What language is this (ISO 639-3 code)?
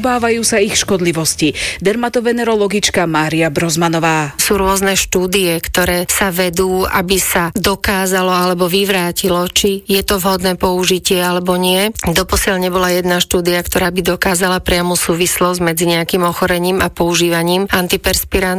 slk